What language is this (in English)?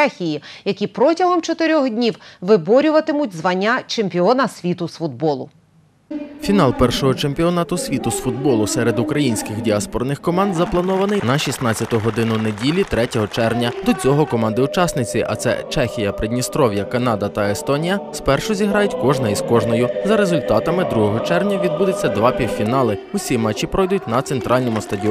Ukrainian